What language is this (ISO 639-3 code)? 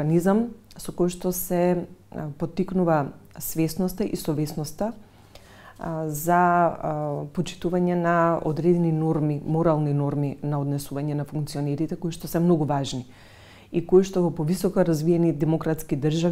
mkd